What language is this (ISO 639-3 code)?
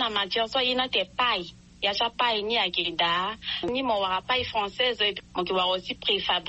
sag